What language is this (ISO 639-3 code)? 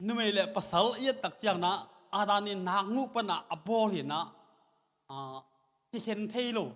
ctd